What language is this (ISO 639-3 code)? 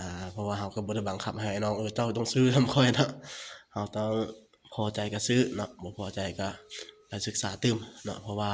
lao